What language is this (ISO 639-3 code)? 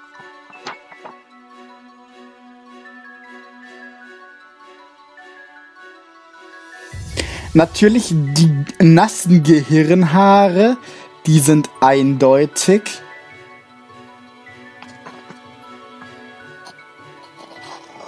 deu